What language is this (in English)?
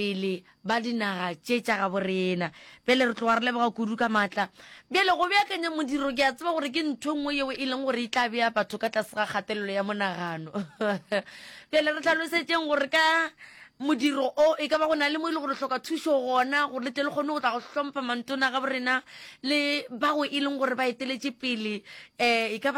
Northern Sotho